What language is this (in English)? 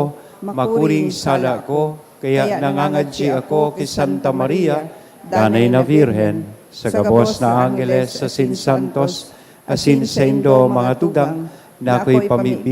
Bikol